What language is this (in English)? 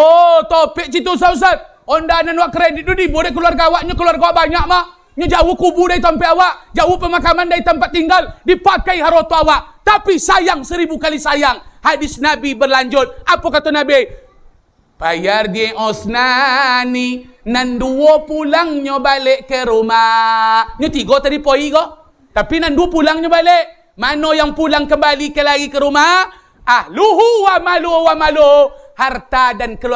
Minangkabau